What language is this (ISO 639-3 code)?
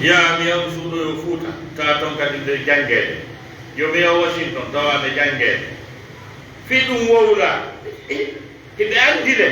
ful